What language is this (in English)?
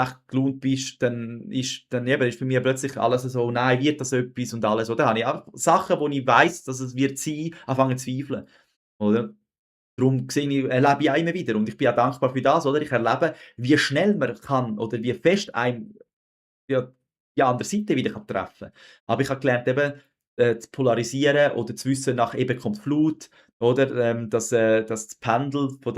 Swiss German